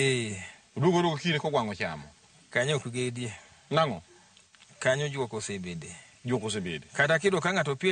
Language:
Luo (Kenya and Tanzania)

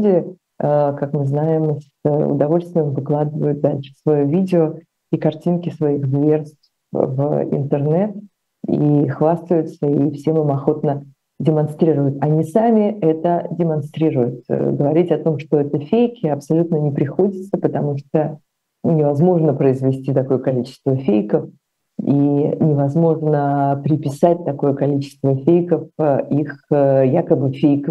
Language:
Russian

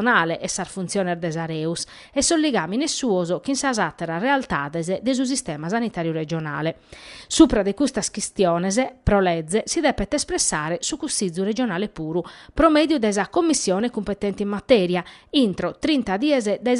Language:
Sardinian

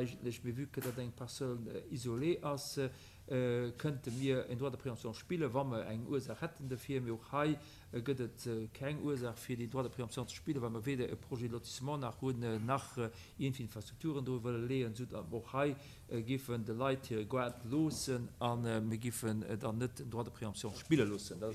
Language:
Luxembourgish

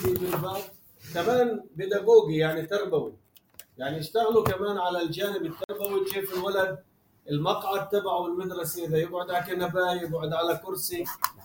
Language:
North Levantine Arabic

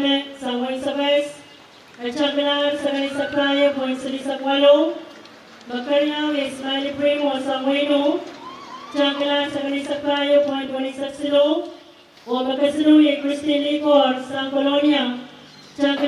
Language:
Pohnpeian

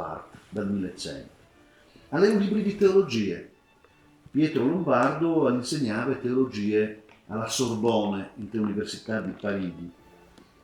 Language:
Friulian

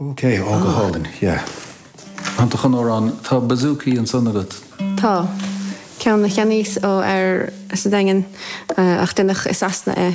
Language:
Irish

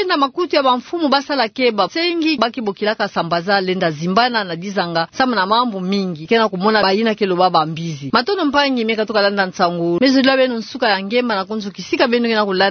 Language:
Kituba (Democratic Republic of Congo)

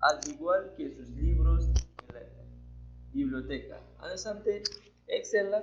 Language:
Aguaruna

